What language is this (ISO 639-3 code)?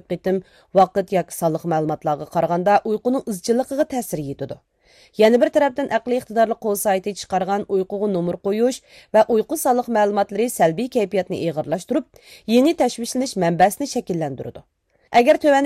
uig